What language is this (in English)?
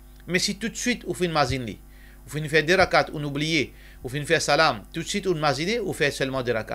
Morisyen